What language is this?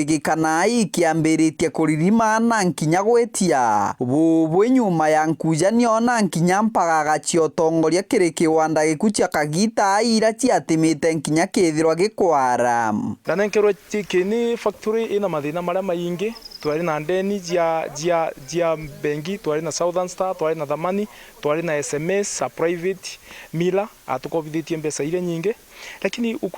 Meru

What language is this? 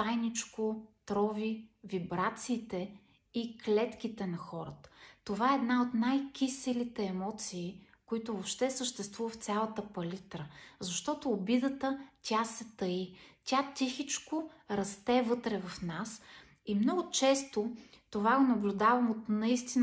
Bulgarian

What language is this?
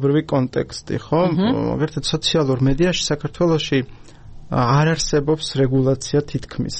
Georgian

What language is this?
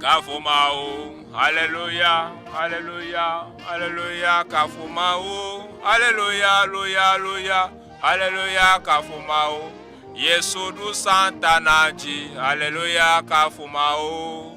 Ewe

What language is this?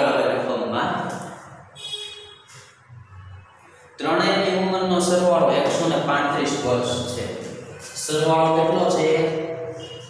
Gujarati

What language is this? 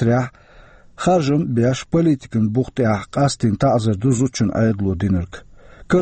Chechen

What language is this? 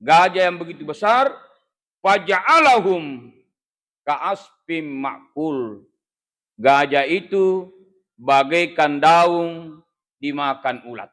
Buginese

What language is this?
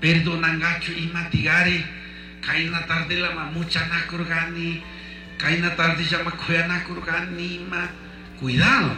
Chimborazo Highland Quichua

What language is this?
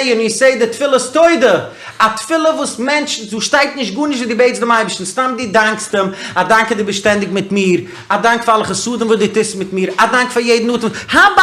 Yiddish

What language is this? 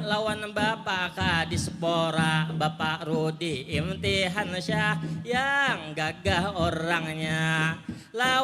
Banjar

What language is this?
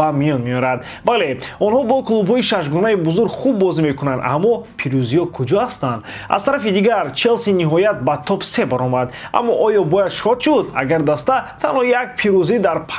Tajik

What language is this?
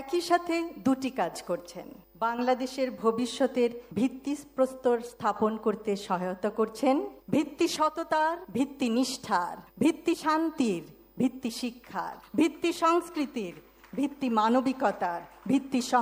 Bangla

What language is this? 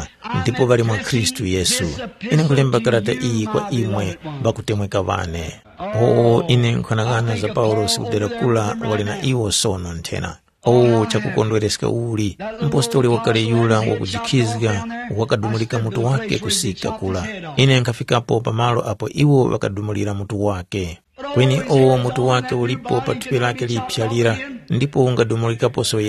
Tumbuka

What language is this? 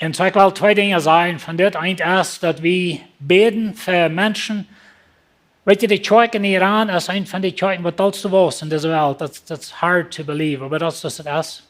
Plautdietsch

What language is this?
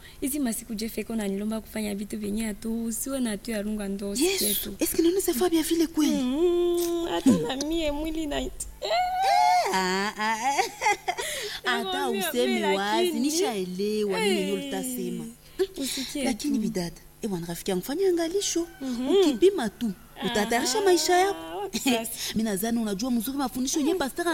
Swahili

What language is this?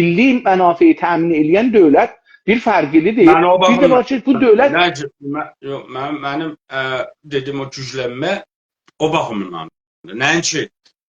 South Azerbaijani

